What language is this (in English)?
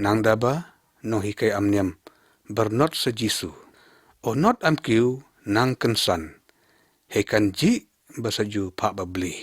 Lyngngam